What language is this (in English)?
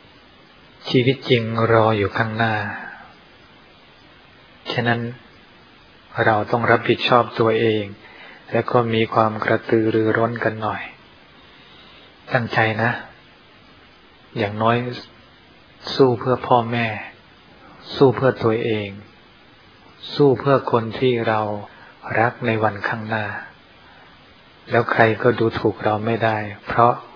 Thai